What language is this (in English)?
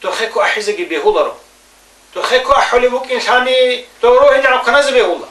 Avaric